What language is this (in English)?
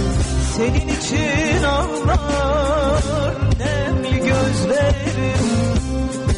Turkish